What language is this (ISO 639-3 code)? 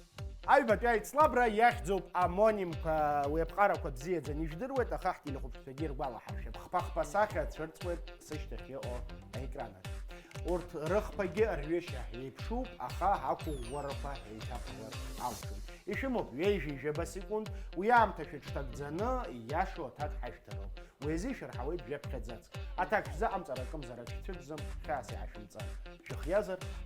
abk